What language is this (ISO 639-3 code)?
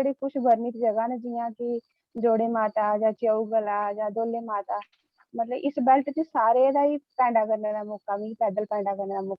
doi